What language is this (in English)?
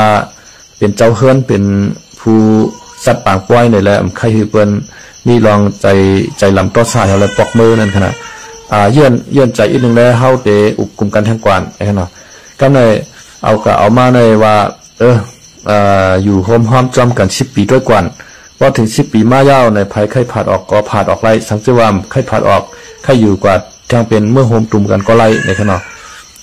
Shan